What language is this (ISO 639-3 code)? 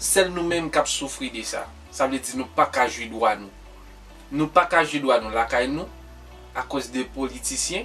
hat